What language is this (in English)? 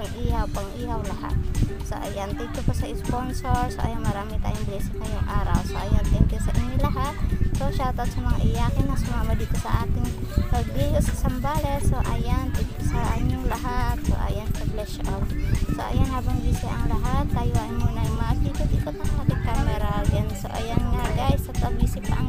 Filipino